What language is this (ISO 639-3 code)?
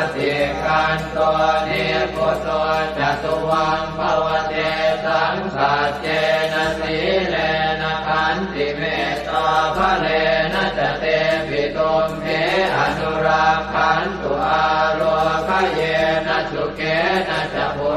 pli